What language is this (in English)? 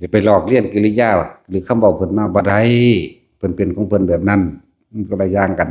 Northeastern Thai